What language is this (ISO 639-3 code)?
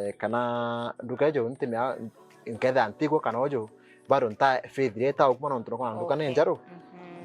mer